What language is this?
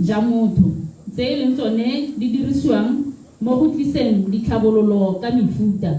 Tswana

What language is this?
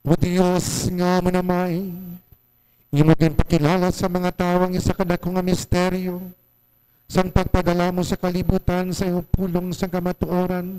Hiligaynon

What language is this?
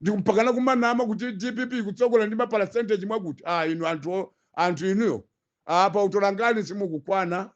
Nyanja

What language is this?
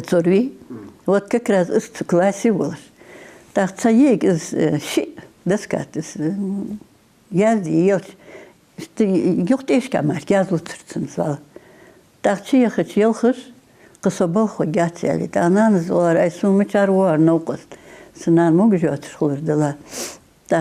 Ingush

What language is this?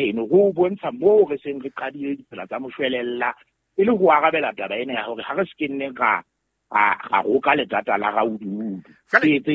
Southern Sotho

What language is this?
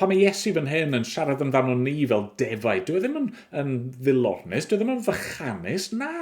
Welsh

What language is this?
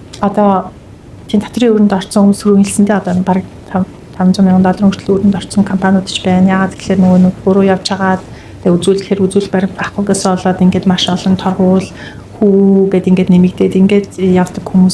Mongolian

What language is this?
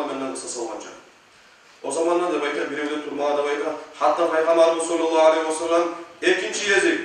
Kumyk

